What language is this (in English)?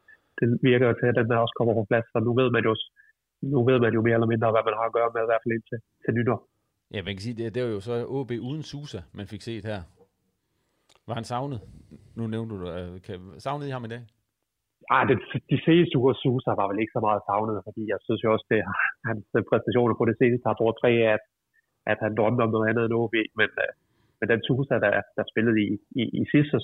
Danish